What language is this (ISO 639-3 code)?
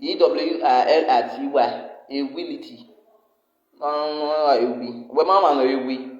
pcm